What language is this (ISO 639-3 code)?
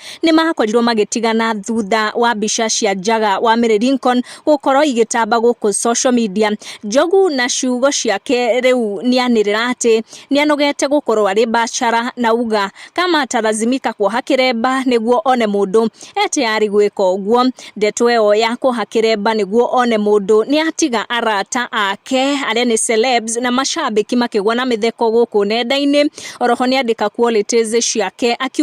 kik